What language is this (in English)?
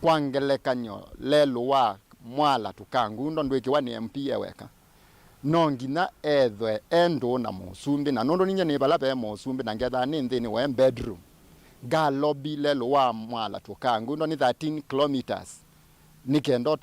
Kamba